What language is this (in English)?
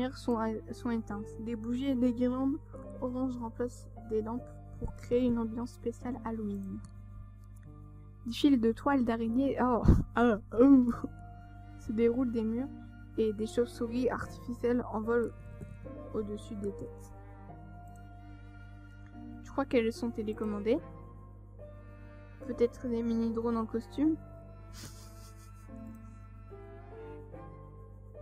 French